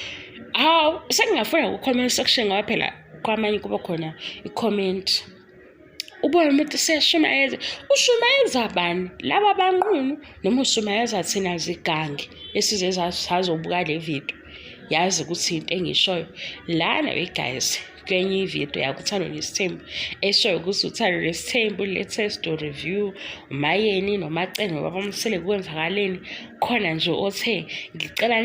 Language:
Zulu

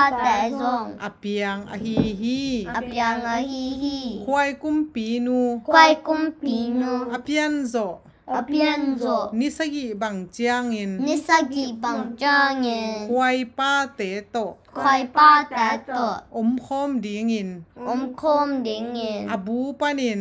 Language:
Tedim Chin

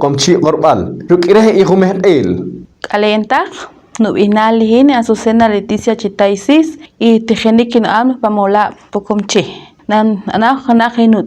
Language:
Poqomchi'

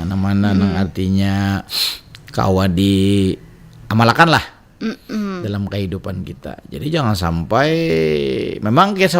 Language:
Banjar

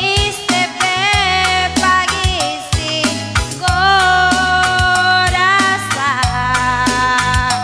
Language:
Batak Karo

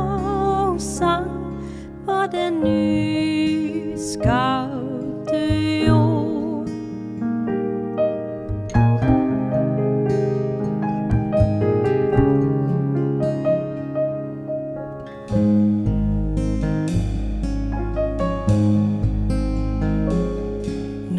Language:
Danish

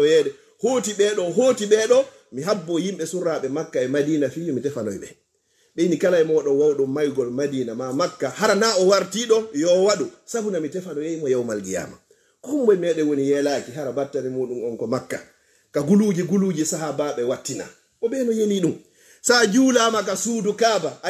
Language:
Fula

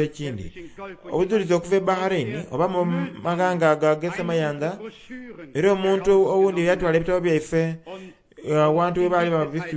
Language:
Soga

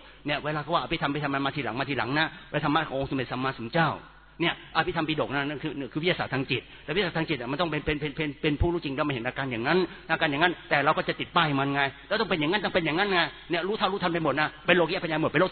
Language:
Thai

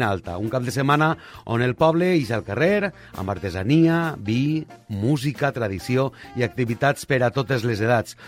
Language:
Catalan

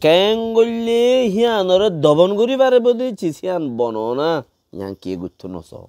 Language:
Rohingya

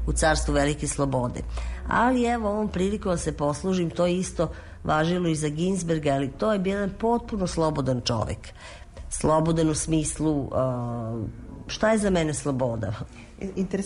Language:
Serbian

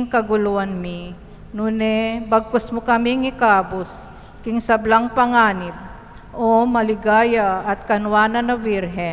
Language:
Pampanga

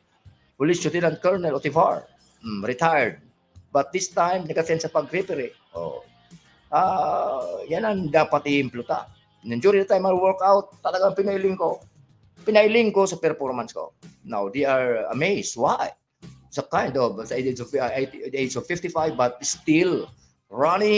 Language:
Bikol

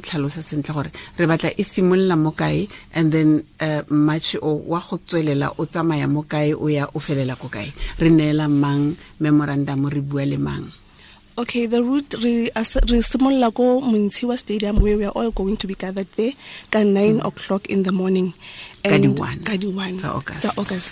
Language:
Tswana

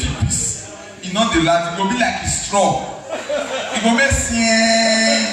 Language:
Nigerian Pidgin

